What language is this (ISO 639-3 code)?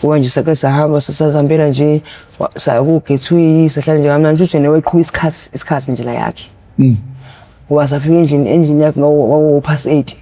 zul